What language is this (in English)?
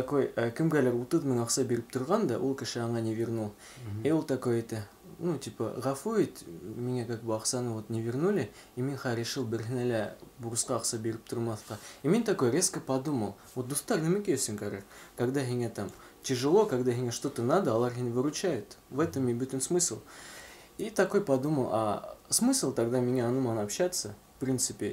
Bashkir